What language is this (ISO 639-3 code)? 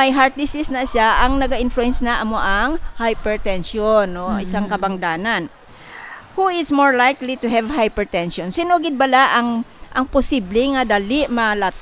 hil